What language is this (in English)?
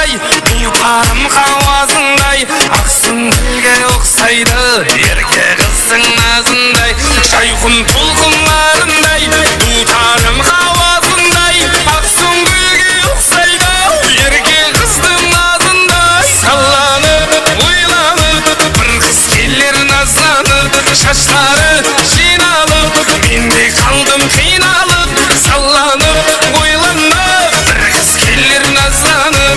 Kara-Kalpak